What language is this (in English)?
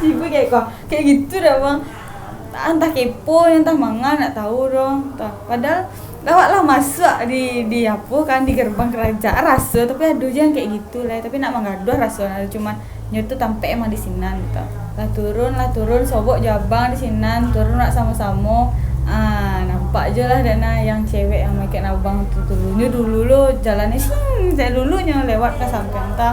Minangkabau